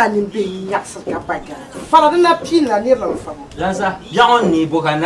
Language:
Dagbani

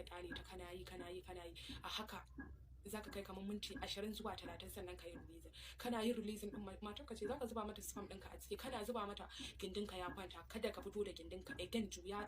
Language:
Hausa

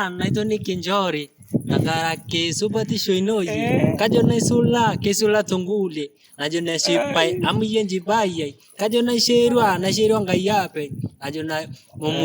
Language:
Masai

